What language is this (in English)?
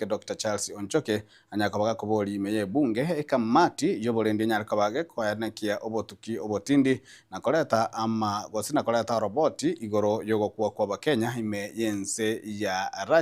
Gusii